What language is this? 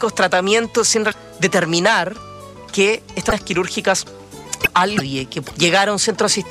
Spanish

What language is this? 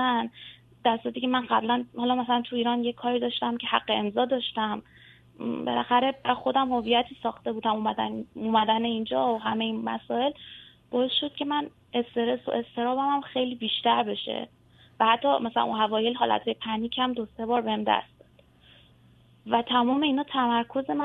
Persian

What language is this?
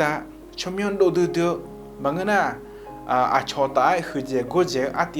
Akha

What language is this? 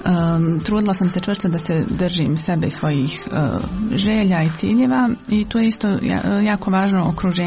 Bosnian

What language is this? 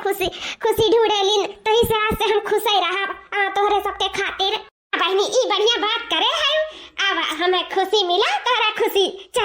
Awadhi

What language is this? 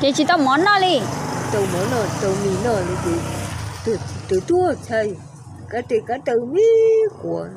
Hmong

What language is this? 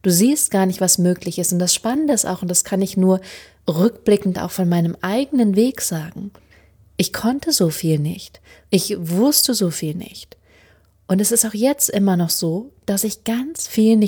German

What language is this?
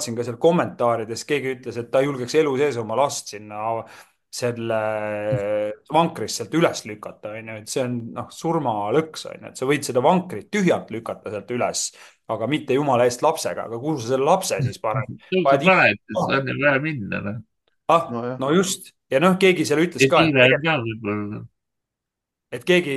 Estonian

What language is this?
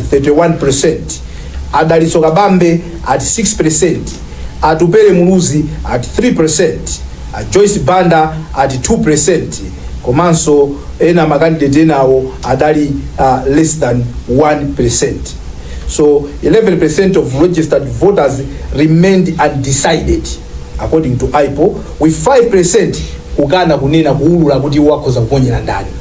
Nyanja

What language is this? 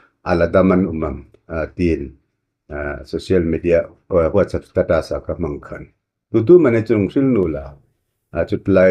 Hmar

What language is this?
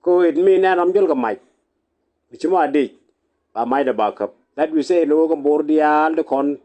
Nuer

